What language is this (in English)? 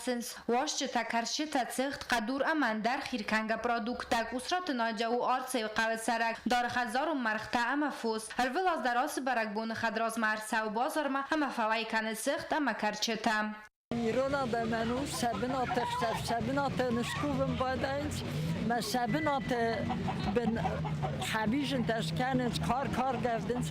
Ossetic